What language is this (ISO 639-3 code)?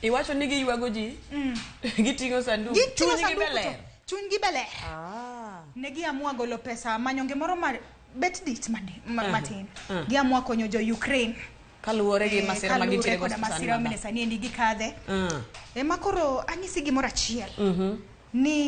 luo